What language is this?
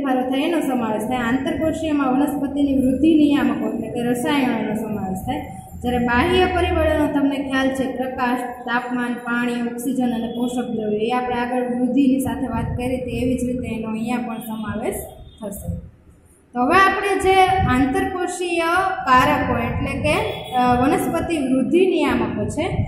Gujarati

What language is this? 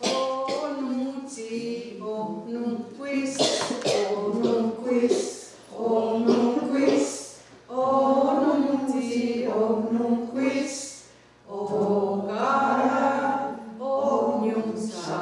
Mohawk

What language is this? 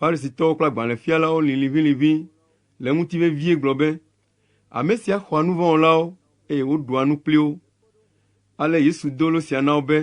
Ewe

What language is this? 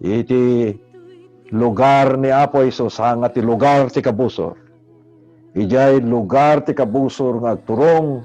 Iloko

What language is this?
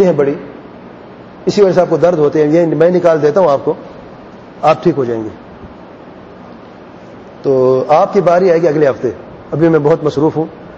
Urdu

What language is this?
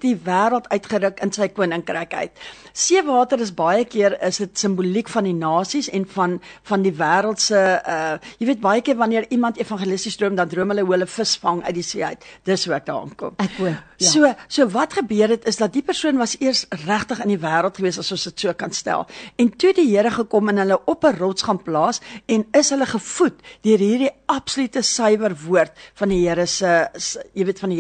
Afrikaans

